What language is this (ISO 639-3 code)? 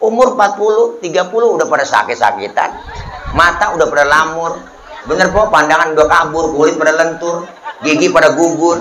bew